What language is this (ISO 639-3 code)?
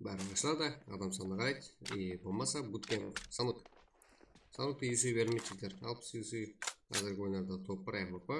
kaa